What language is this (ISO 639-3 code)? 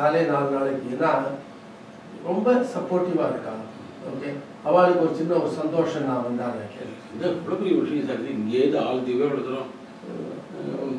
tam